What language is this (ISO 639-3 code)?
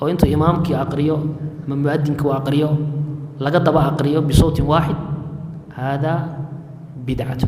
som